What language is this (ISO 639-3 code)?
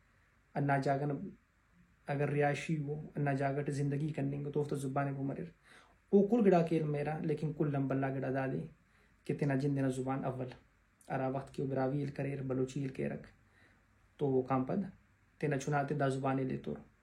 brh